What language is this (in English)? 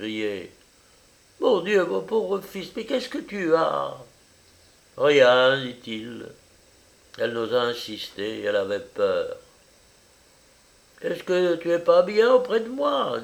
French